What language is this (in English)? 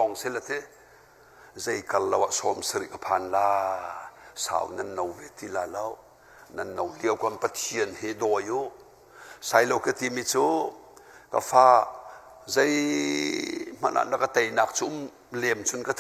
Hakha Chin